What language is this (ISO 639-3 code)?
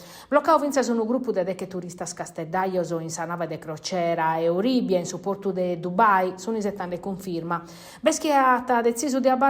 srd